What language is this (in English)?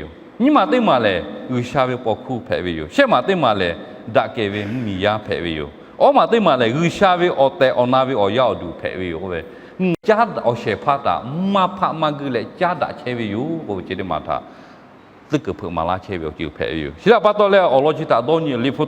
Lahu